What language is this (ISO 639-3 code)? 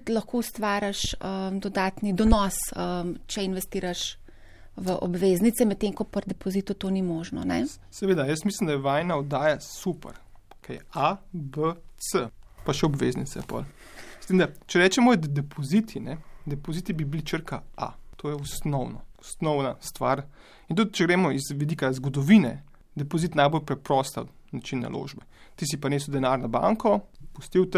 slv